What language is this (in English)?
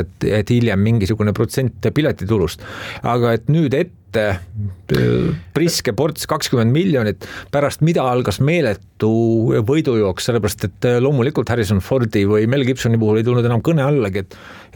Estonian